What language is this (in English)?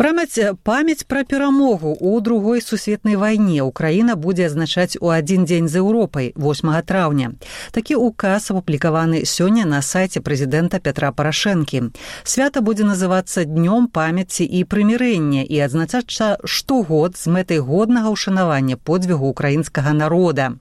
Belarusian